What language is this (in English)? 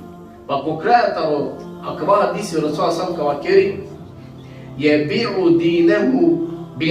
Balkan Romani